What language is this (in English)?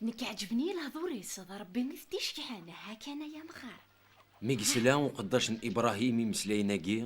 Kabyle